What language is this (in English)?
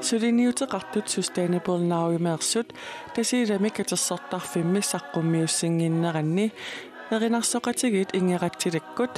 Kalaallisut